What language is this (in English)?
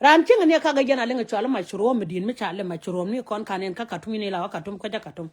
Nuer